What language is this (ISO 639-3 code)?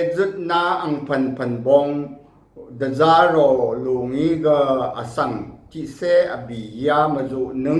raw